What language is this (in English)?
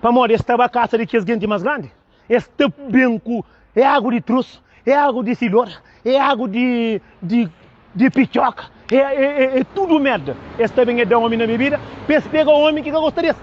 Kabuverdianu